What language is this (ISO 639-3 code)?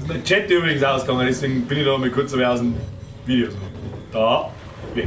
bar